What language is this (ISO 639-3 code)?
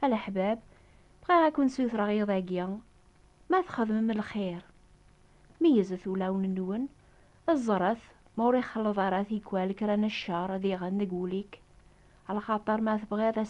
kab